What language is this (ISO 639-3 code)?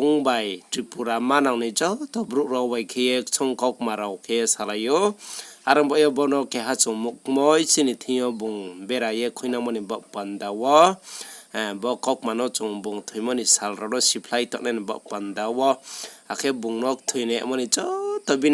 ria